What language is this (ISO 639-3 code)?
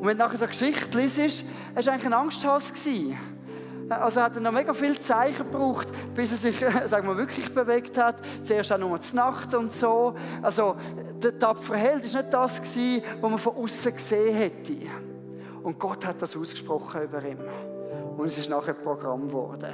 gsw